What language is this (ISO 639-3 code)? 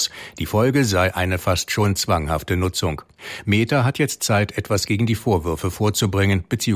deu